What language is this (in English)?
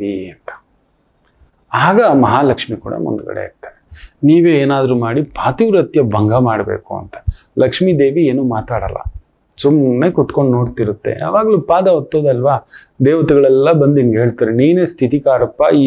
Kannada